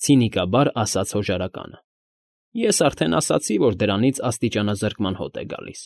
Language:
Armenian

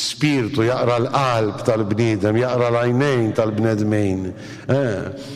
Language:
Maltese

